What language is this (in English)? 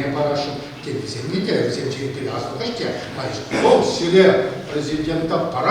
Chuvash